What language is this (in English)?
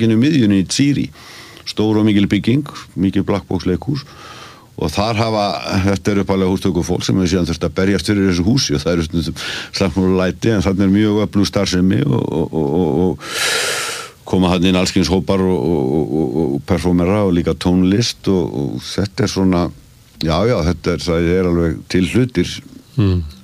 Icelandic